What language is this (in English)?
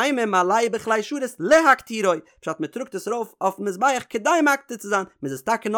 Yiddish